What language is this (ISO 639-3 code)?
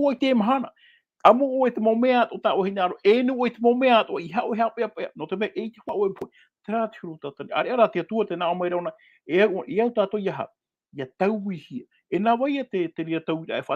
tah